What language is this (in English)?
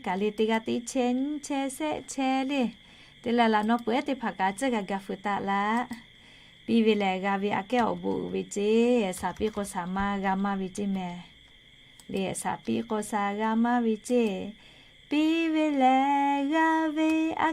Lahu